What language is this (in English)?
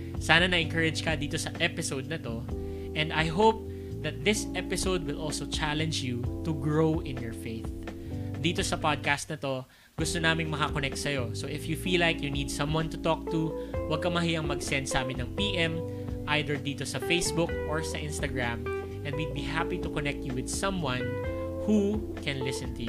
Filipino